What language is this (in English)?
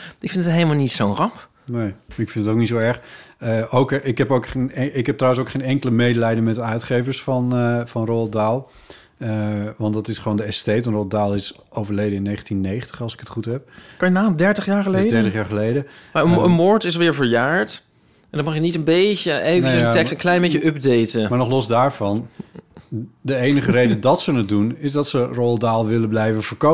Dutch